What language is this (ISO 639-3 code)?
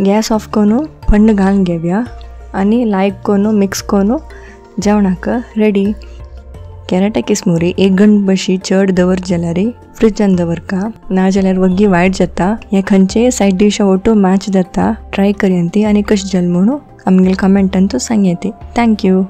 kok